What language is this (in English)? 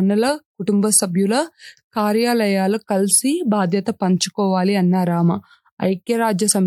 Telugu